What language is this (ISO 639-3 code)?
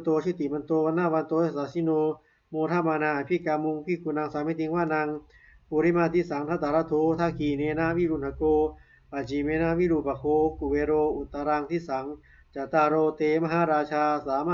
pli